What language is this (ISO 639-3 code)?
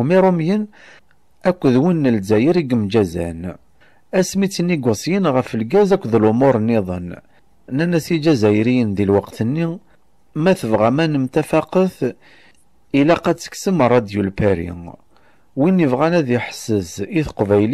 kab